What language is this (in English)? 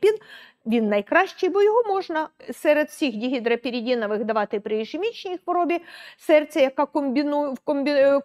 Ukrainian